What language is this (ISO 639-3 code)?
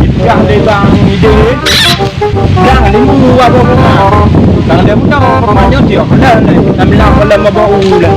ace